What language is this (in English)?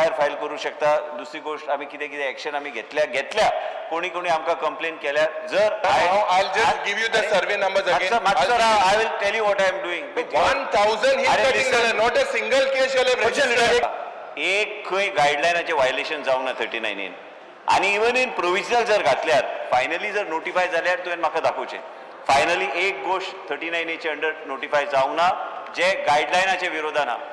Konkani